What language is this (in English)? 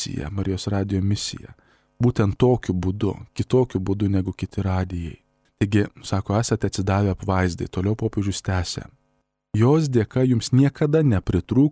Lithuanian